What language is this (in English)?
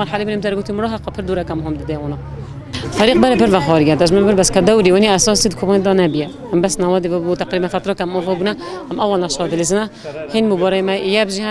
Kurdish